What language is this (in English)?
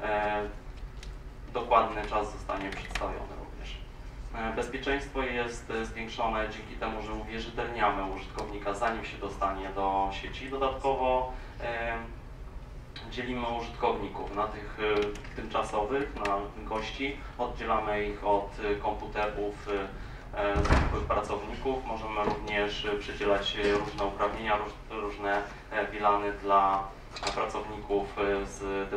Polish